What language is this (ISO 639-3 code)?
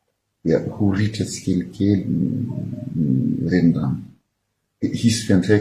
mlg